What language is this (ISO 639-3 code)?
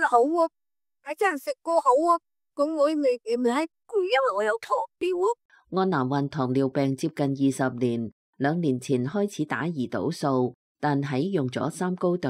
yue